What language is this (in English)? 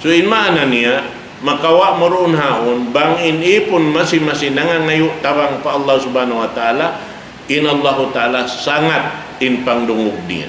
Tausug